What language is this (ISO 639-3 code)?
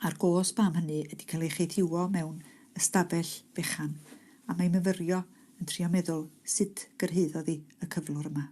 cym